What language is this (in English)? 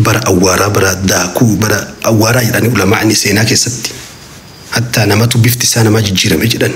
Oromo